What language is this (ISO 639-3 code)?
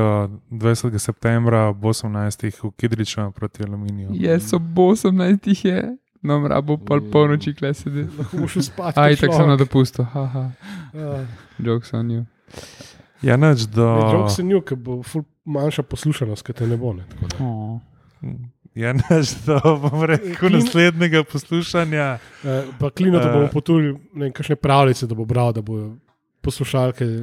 slv